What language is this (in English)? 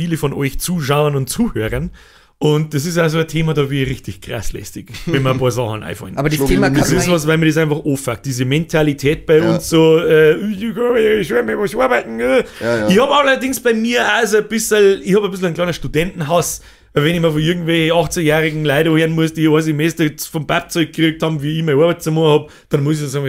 Bavarian